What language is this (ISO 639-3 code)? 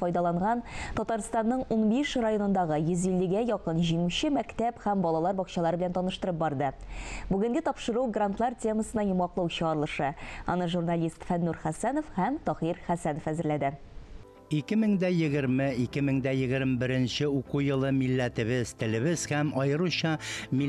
tat